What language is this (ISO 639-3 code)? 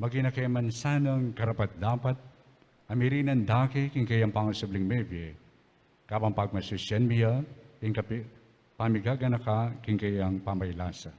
pam